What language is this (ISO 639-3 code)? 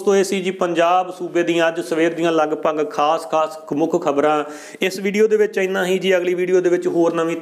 pan